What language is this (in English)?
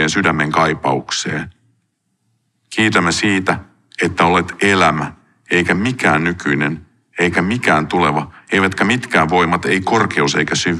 Finnish